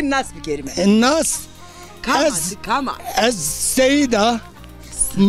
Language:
Zaza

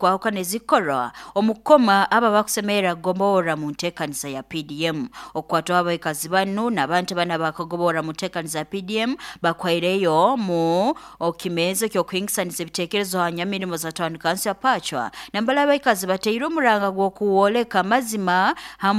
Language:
Nyoro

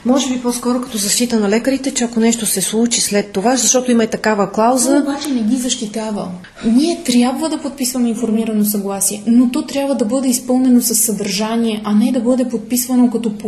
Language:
Bulgarian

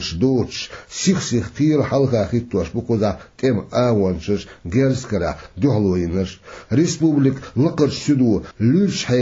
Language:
Chechen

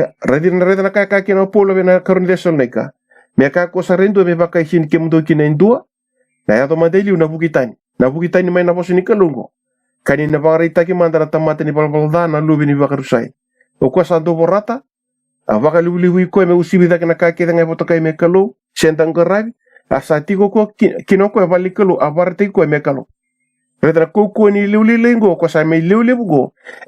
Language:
Fijian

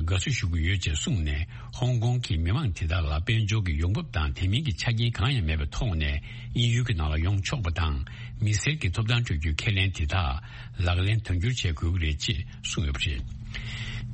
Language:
Tibetan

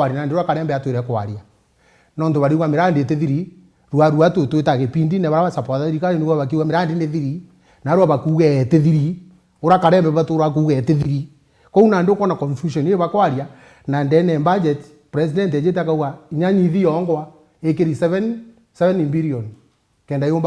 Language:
Meru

